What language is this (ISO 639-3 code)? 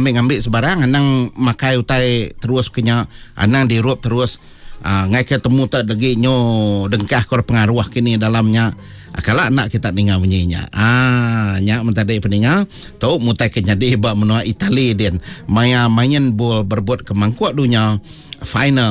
iba